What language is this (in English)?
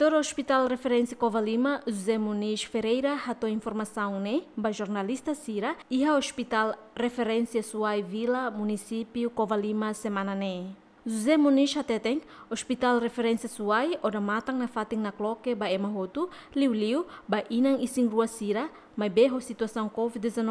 Tetum